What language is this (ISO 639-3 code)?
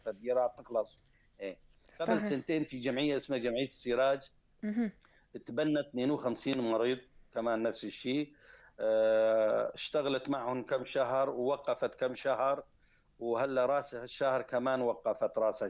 apc